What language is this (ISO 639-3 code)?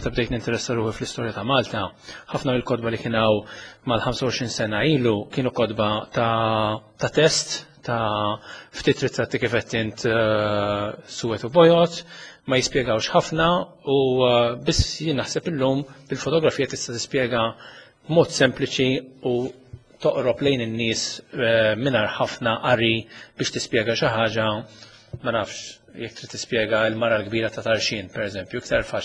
mlt